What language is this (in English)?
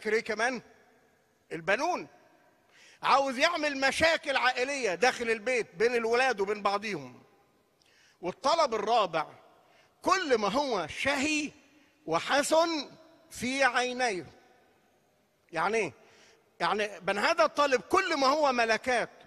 Egyptian Arabic